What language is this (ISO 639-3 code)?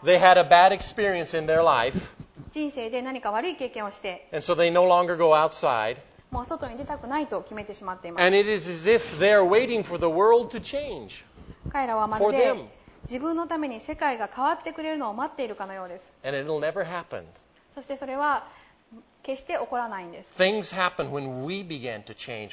jpn